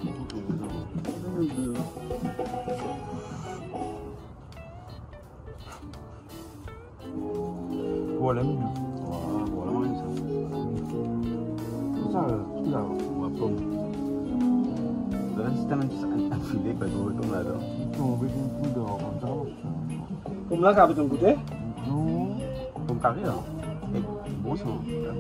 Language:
French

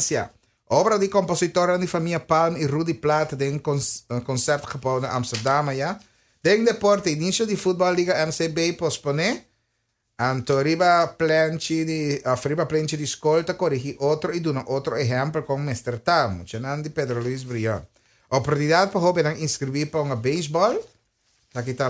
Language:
Papiamento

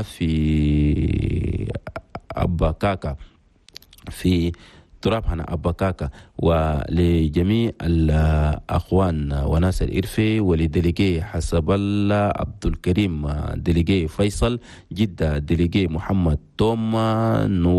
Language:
Chadian Arabic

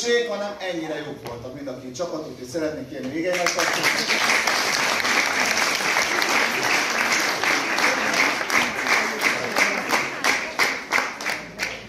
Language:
Hungarian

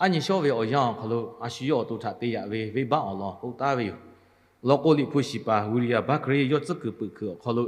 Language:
Lahu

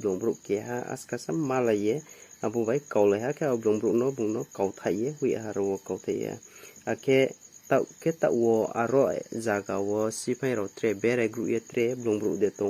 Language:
Riang (India)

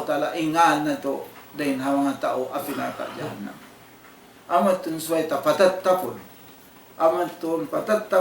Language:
Tausug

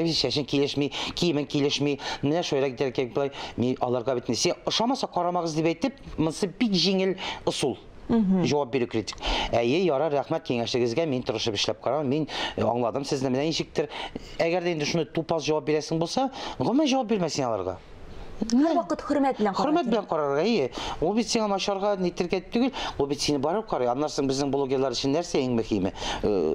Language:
Tatar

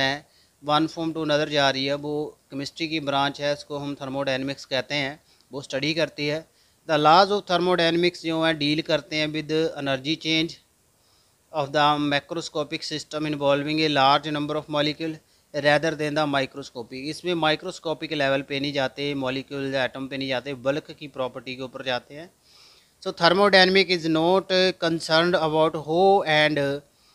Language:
Hindi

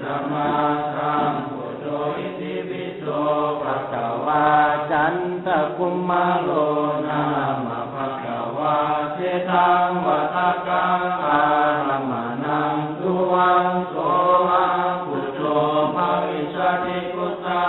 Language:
Pali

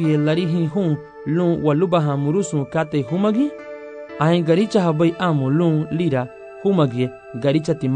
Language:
Garifuna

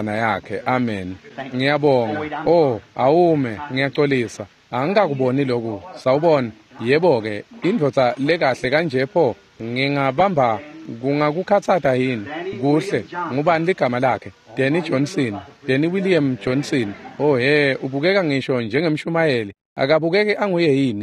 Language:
Swati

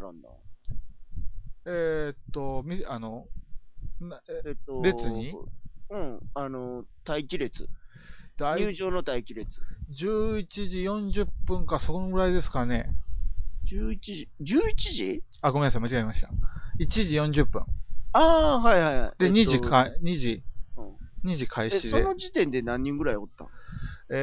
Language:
Japanese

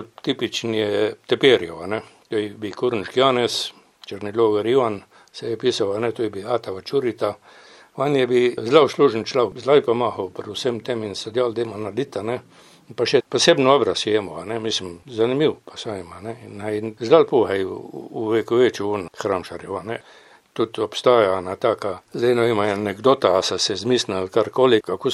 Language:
Slovenian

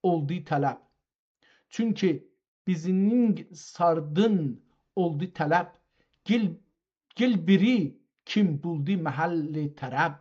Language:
South Azerbaijani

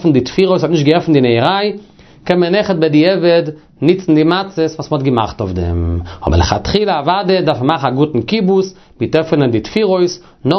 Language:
Yiddish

